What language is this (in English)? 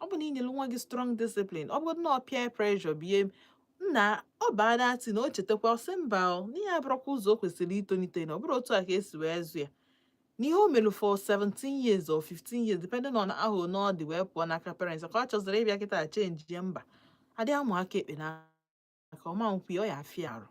Igbo